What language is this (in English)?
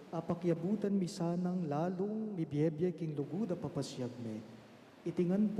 Pampanga